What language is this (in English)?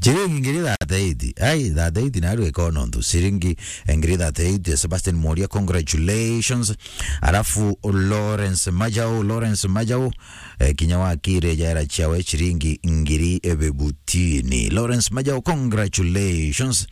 Meru